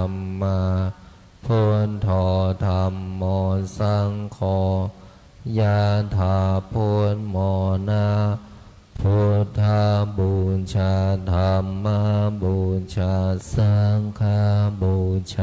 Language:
Pali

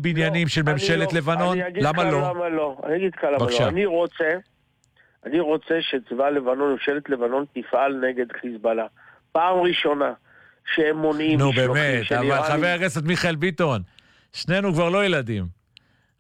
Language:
Hebrew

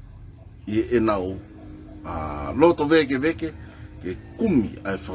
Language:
Tongan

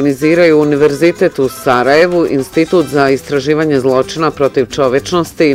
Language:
Bosnian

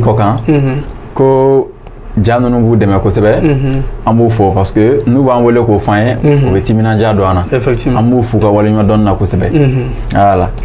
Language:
Bambara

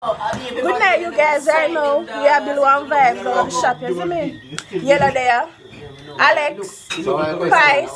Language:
Jamaican Creole English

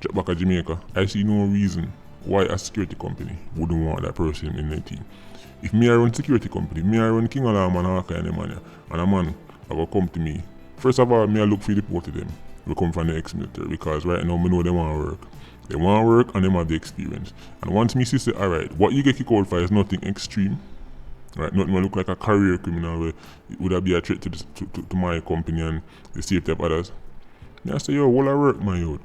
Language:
Jamaican Creole English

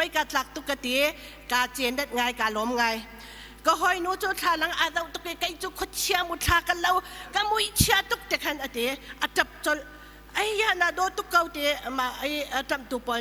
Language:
Hakha Chin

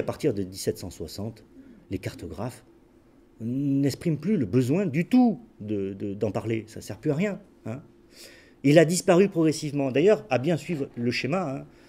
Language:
French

